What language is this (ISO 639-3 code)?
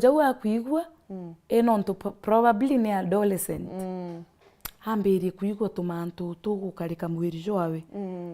mer